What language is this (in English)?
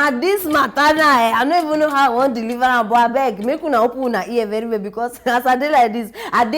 Nigerian Pidgin